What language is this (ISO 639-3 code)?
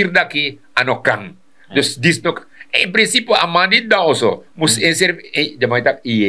srn